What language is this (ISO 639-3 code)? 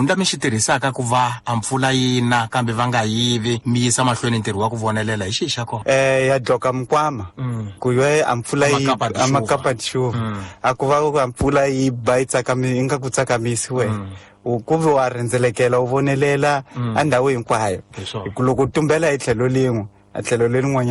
tso